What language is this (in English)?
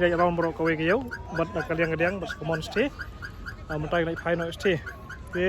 Khasi